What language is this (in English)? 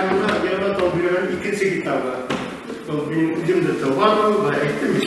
Bashkir